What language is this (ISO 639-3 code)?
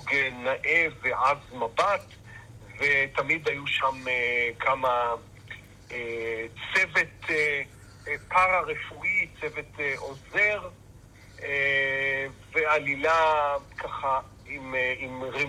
heb